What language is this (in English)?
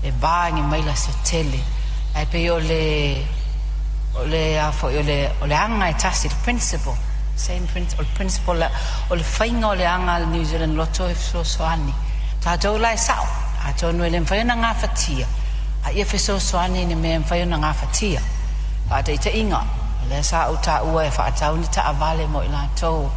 Samoan